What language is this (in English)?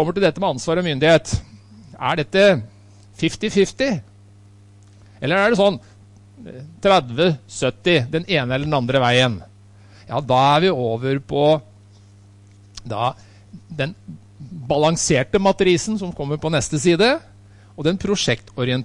Norwegian